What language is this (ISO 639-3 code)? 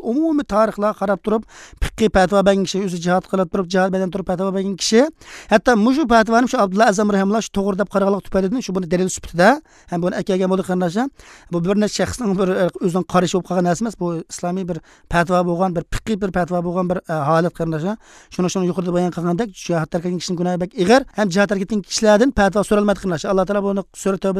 uig